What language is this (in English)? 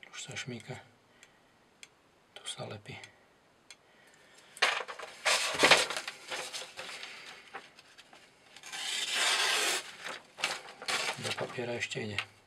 Slovak